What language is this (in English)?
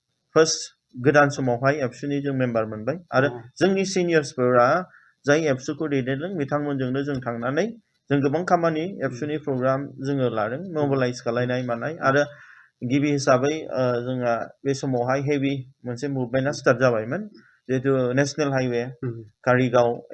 Bodo